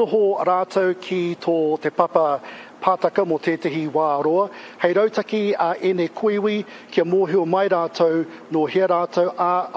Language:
Māori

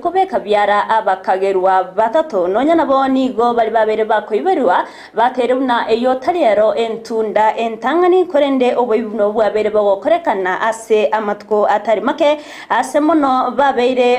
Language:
Gusii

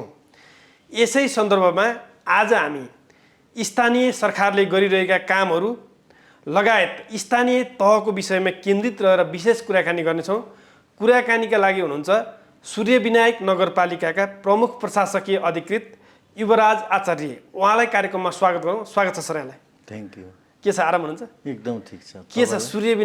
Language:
Nepali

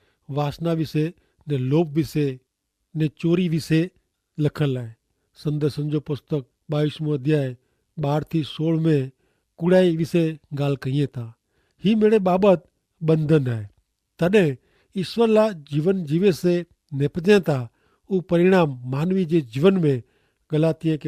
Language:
Kachhi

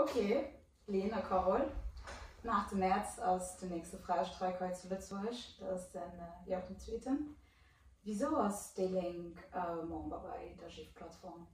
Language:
Luxembourgish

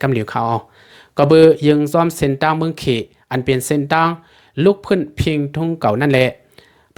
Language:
Lao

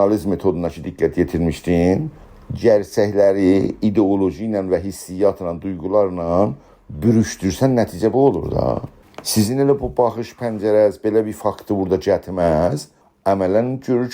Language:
South Azerbaijani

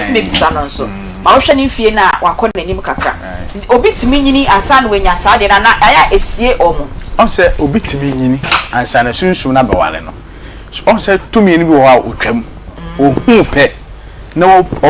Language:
Akan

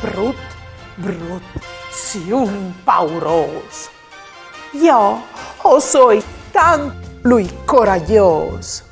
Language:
Friulian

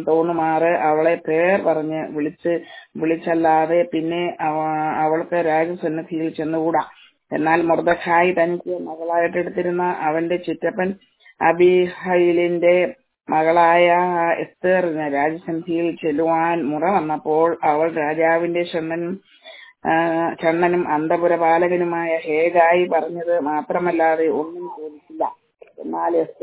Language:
Malayalam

